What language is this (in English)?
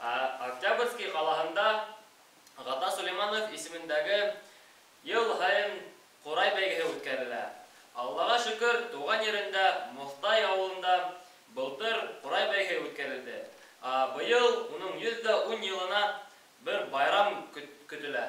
Bashkir